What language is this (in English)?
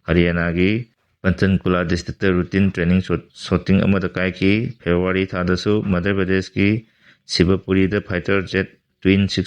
Manipuri